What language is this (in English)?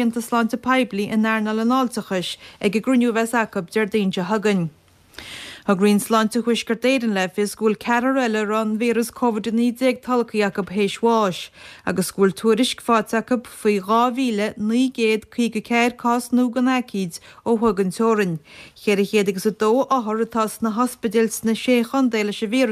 Irish